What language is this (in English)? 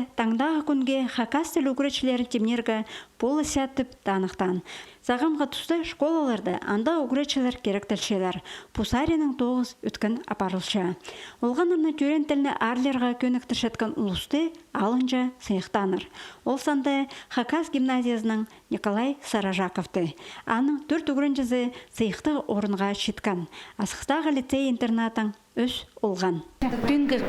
Khakas